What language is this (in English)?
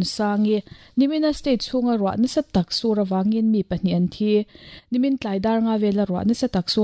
Mizo